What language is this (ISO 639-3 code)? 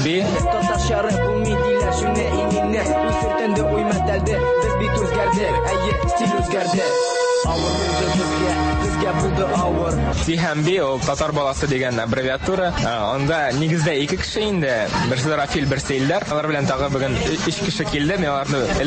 tat